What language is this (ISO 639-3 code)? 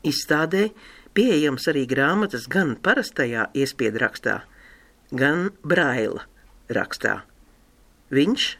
lav